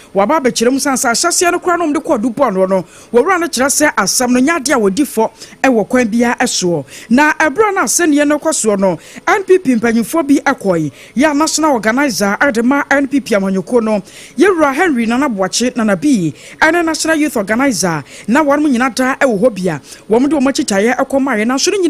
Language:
Akan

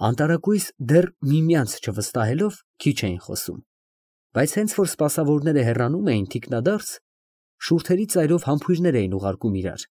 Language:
Armenian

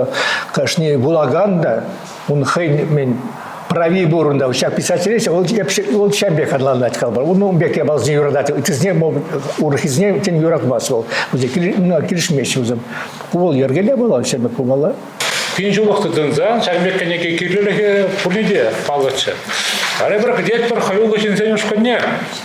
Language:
Chuvash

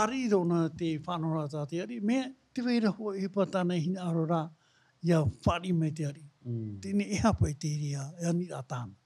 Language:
Tahitian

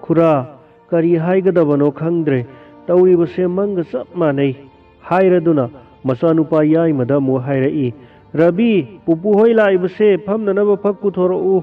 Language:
Manipuri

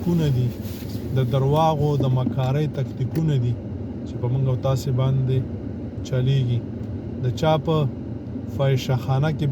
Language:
Pashto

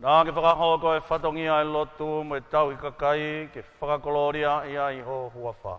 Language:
Tongan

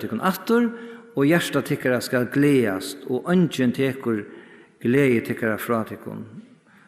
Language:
Faroese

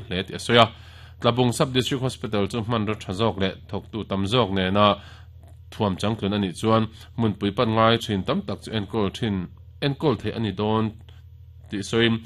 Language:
Mizo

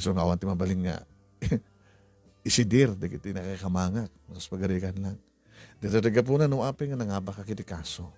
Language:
Iloko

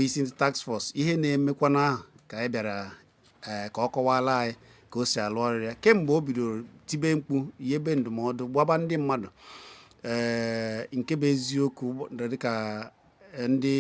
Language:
Igbo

